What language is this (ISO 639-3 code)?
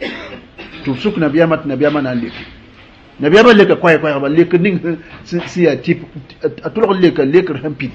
mos